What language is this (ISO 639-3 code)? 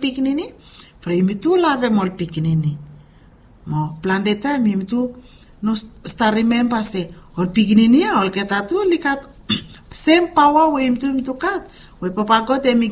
bis